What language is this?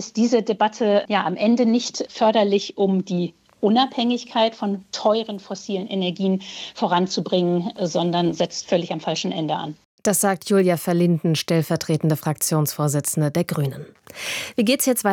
German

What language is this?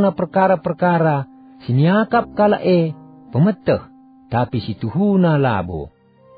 Batak Karo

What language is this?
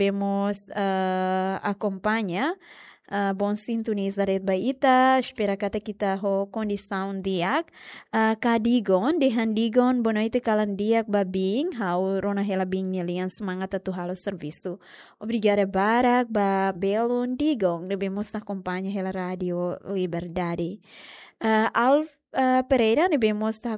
Tetum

